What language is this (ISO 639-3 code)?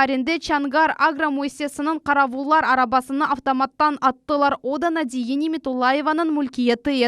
crh